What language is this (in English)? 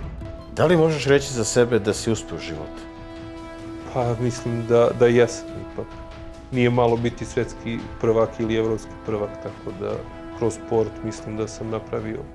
Serbian